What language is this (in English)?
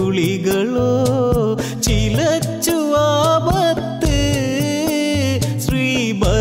Malayalam